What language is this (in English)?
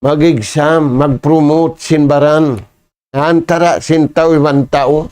Tausug